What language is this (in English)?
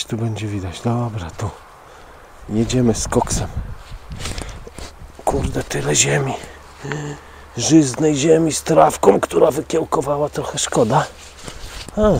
Polish